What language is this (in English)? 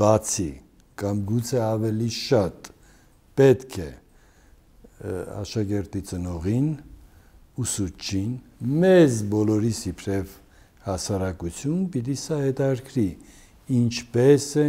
Armenian